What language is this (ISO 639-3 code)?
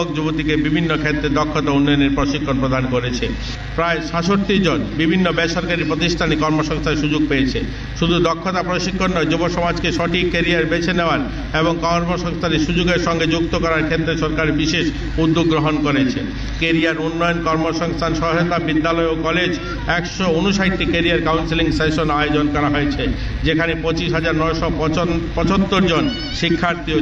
ben